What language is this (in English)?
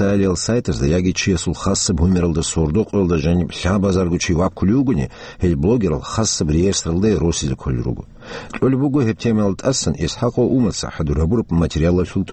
Avaric